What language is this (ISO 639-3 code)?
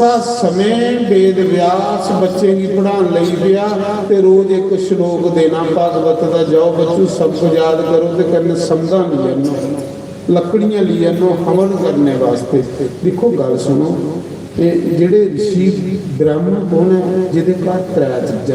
doi